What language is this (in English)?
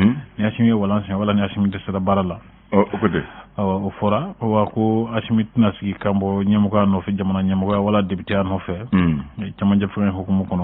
Bambara